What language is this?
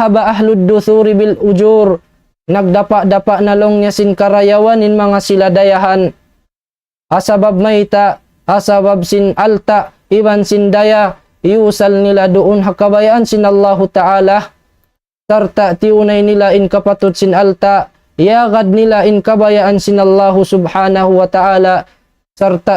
Tausug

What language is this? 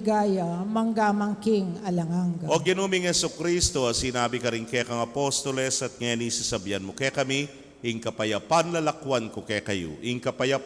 Pampanga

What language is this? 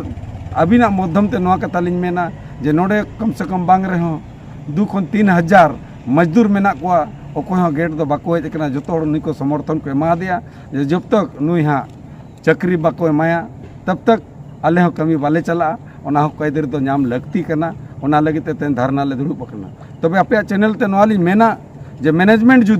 Santali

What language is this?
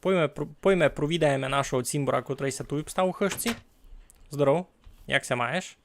Rusyn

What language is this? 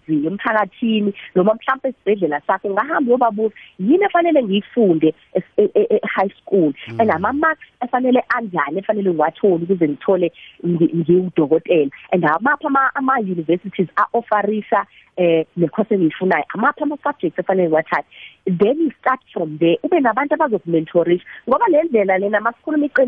South Ndebele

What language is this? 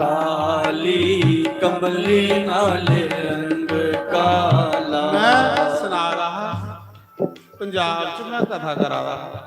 Dogri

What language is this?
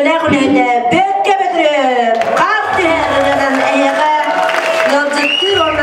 Yakut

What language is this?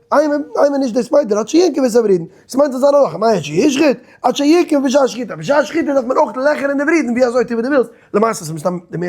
Yiddish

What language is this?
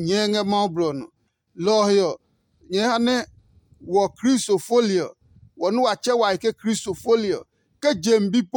Adangme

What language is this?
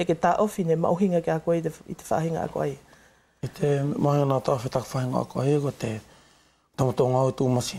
Wallisian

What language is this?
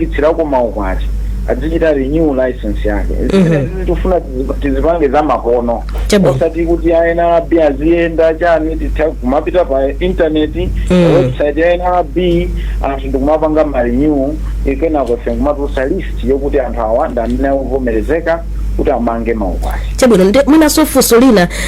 Nyanja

